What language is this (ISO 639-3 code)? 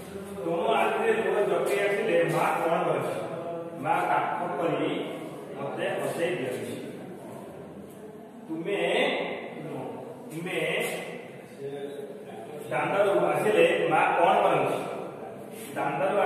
ori